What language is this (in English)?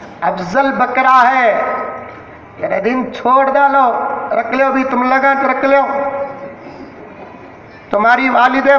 Urdu